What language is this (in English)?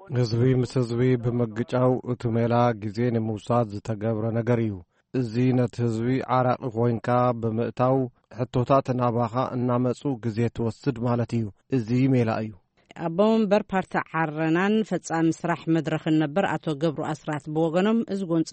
Tigrinya